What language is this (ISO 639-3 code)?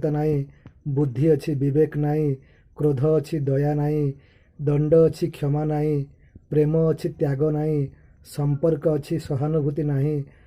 ori